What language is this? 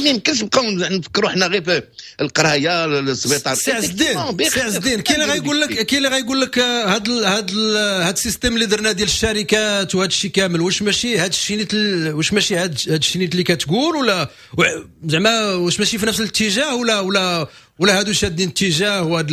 Moroccan Arabic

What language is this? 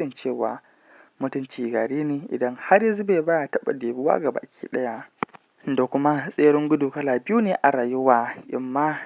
Hausa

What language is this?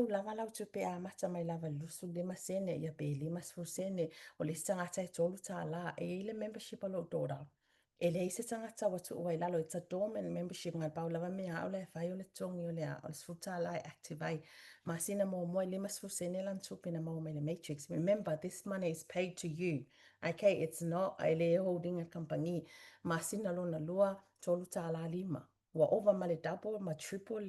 Samoan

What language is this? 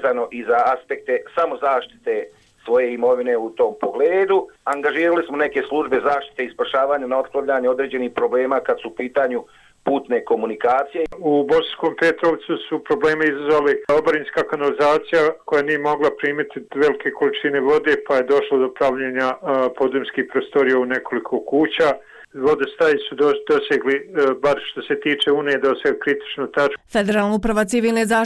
Croatian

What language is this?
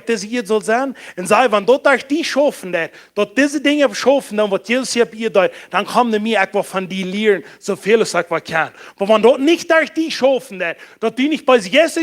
Plautdietsch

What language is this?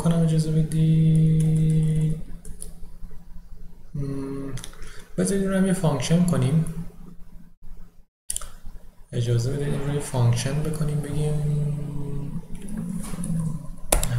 Persian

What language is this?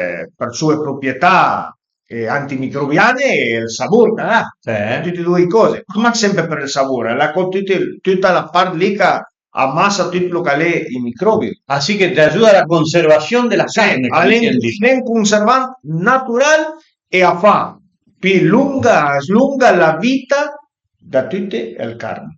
Piedmontese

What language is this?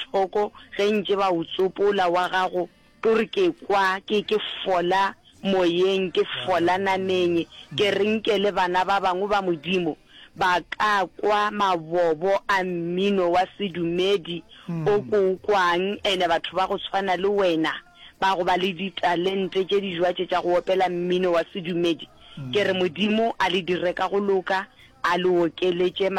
Northern Sotho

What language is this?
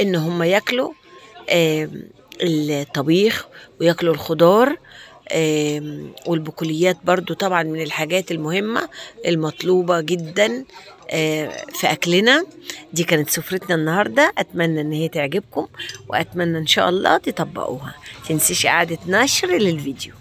Egyptian Arabic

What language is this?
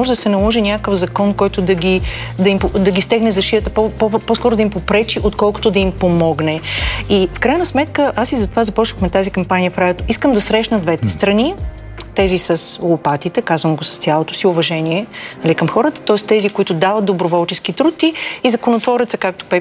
Bulgarian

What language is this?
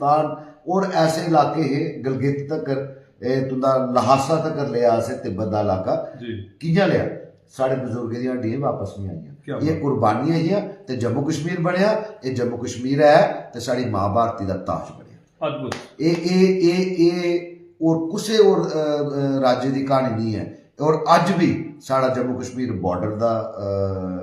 Dogri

